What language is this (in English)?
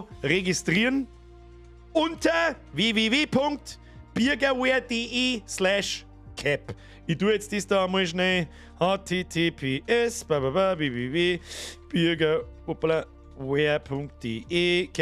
Bavarian